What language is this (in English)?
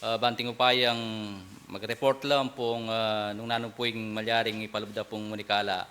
Pampanga